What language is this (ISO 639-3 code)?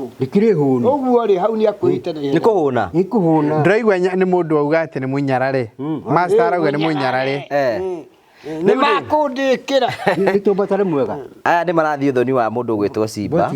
kik